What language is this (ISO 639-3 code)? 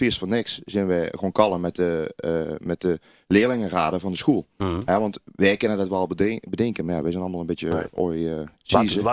lim